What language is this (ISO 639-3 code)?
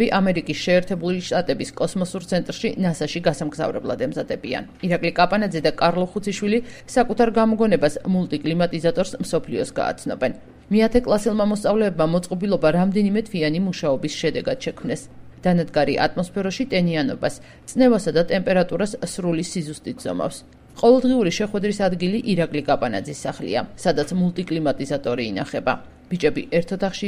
kat